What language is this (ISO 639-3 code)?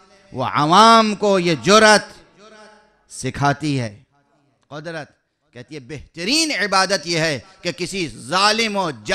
urd